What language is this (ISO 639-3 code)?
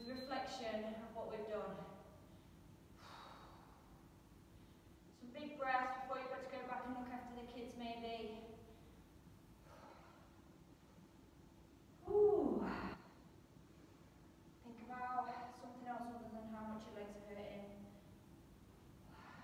eng